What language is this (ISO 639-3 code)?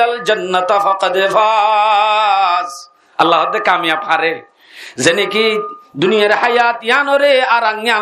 rhg